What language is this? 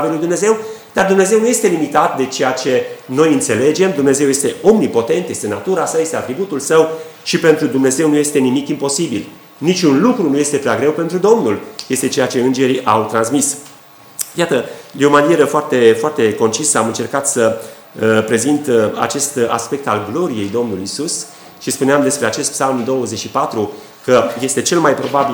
Romanian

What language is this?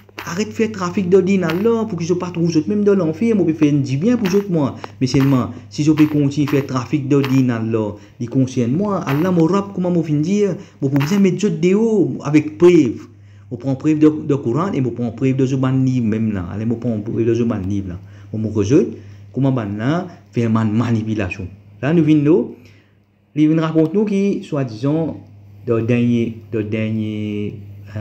Morisyen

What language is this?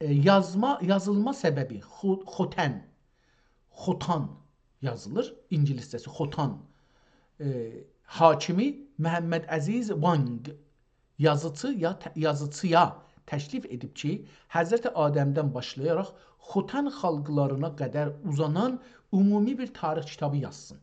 South Azerbaijani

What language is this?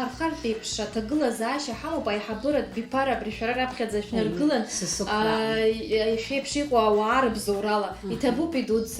Abkhazian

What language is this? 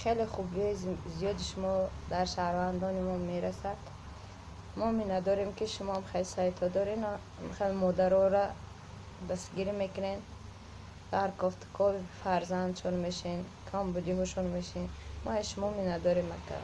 Tajik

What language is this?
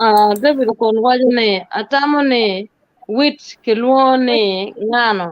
Acoli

